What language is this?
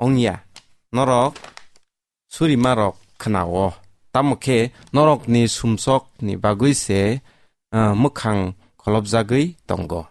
Kok Borok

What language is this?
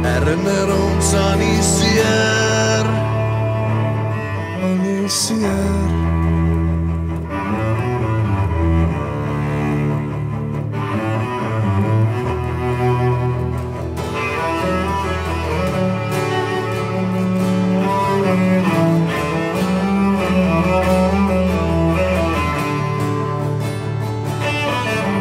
Afrikaans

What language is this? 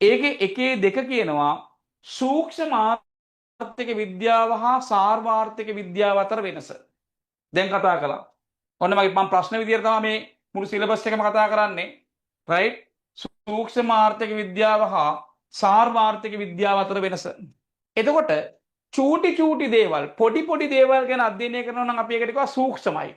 Sinhala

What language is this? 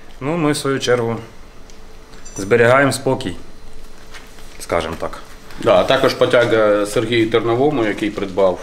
Ukrainian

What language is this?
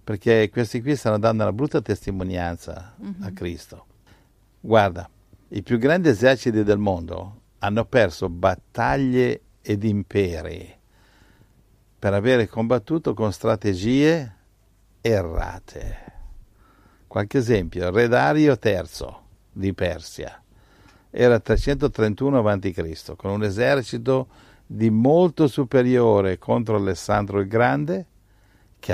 Italian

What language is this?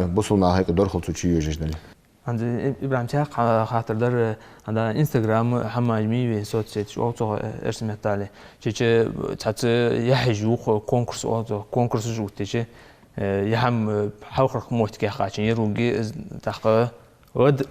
Ingush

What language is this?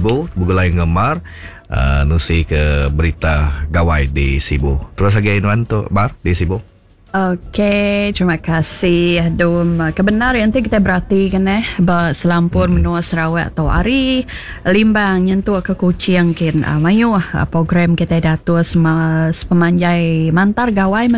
Iban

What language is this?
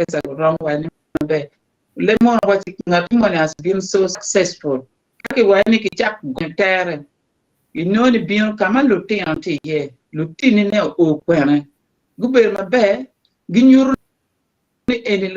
Acoli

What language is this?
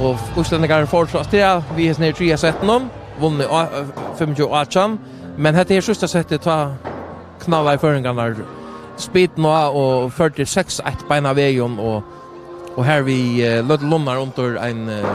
Faroese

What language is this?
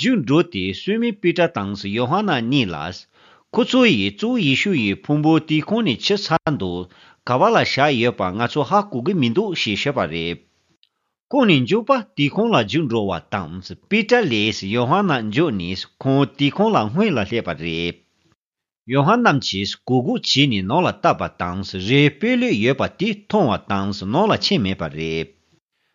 Tibetan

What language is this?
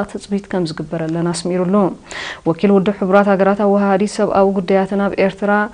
Tigrinya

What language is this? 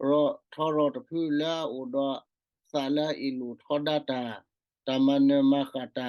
S'gaw Karen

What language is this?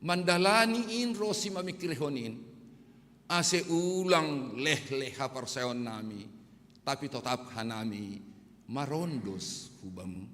Batak Simalungun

